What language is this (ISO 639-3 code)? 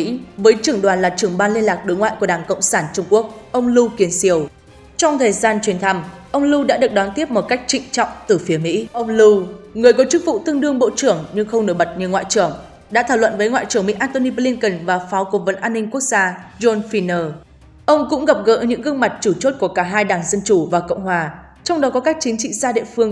vie